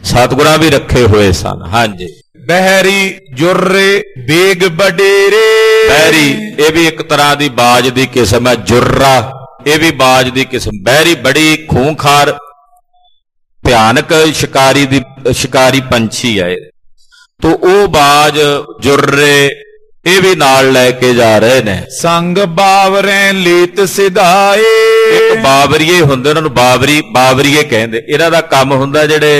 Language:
Punjabi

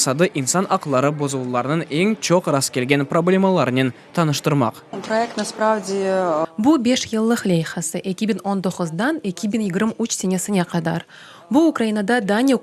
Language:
Crimean Tatar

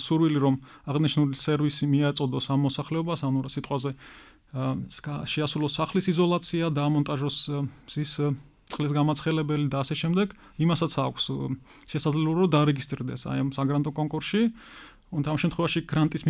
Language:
Georgian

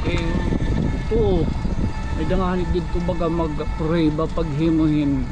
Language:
Waray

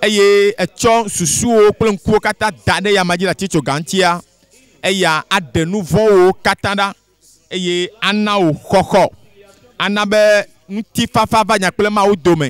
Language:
Ewe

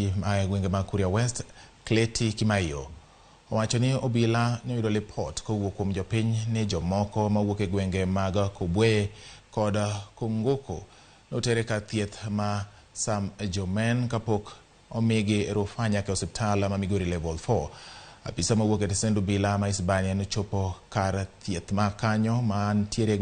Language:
Luo (Kenya and Tanzania)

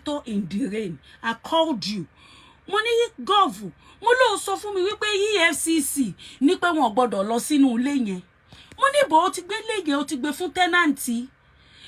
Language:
Yoruba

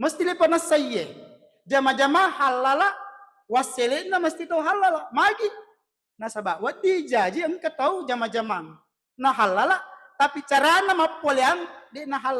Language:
Buginese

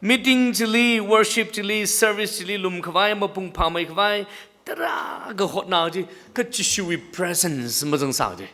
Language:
Tangkhul Naga (India)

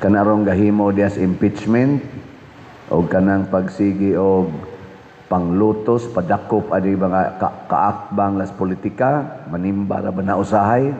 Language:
Cebuano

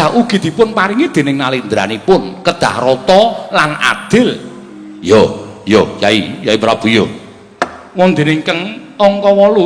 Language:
Javanese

